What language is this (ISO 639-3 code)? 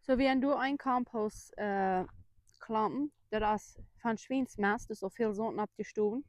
pdt